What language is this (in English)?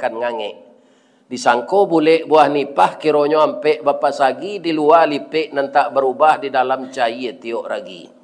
Minangkabau